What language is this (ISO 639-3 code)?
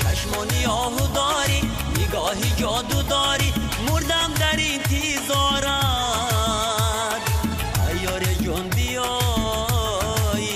tgk